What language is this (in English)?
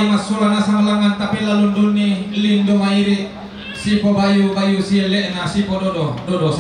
Toraja-Sa'dan